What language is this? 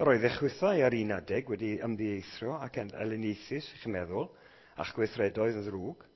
Welsh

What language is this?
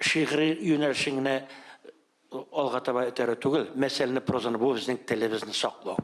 Tatar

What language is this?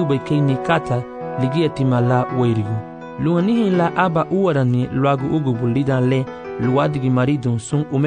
Garifuna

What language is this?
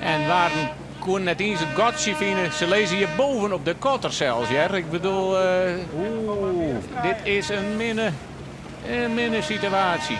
Western Frisian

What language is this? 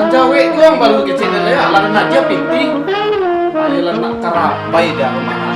Minangkabau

